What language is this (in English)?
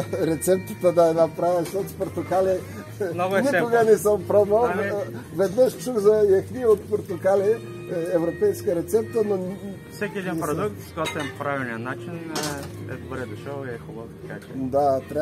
Bulgarian